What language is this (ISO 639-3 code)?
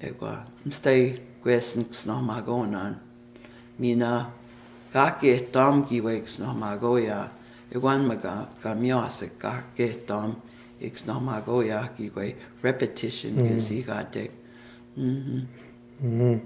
crk